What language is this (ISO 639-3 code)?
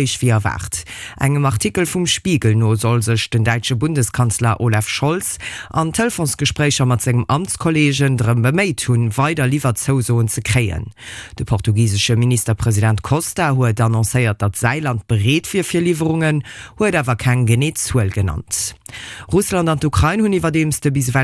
ltz